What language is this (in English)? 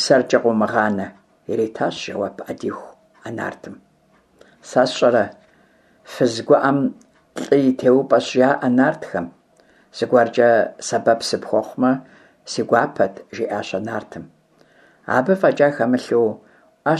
Kabardian